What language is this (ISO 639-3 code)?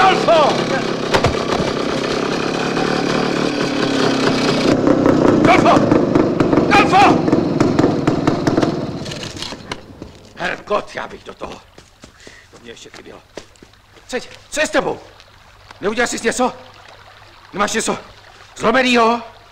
ces